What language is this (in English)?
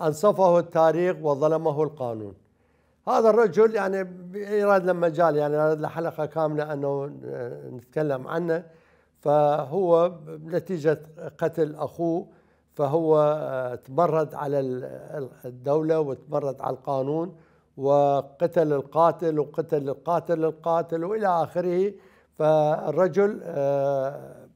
Mesopotamian Arabic